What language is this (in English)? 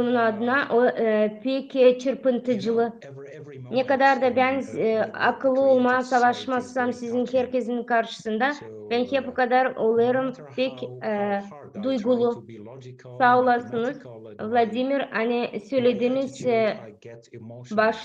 Gagauz